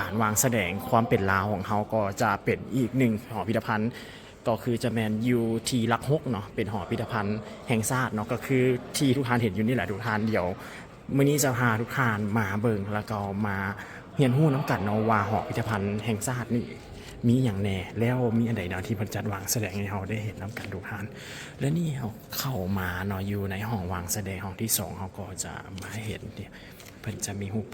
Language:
Lao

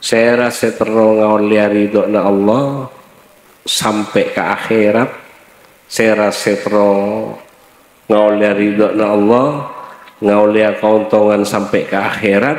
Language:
Madurese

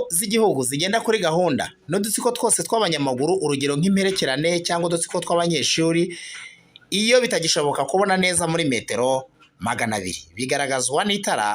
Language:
Kinyarwanda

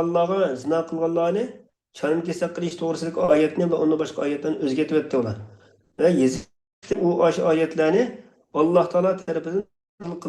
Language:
Uyghur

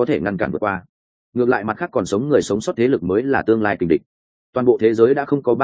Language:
Vietnamese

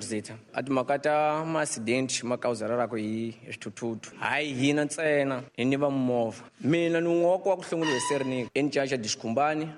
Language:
Tsonga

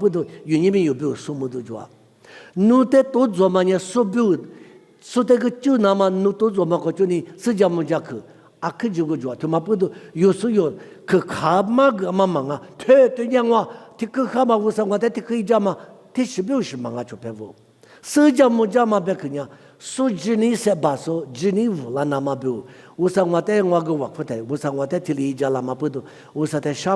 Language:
Lisu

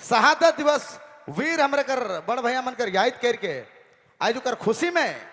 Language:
Sadri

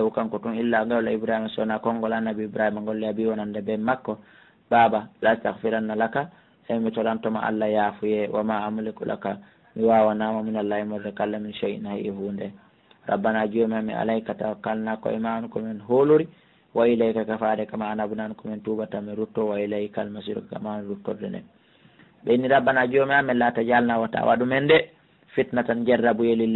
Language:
Pular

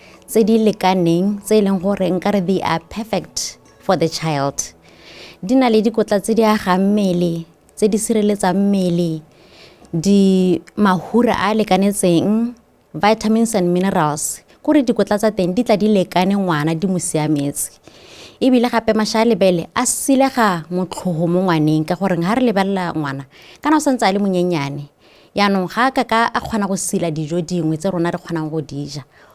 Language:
Tswana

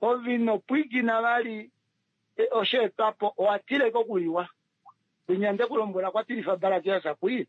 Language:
Kuanyama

